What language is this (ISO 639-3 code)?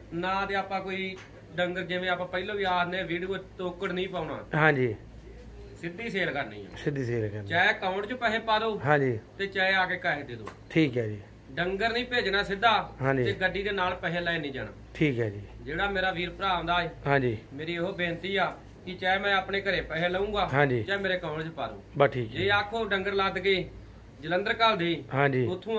pan